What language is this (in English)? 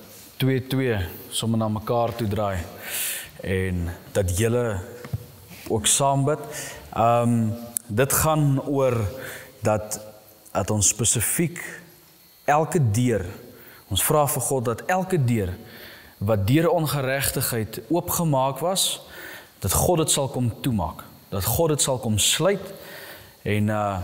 Afrikaans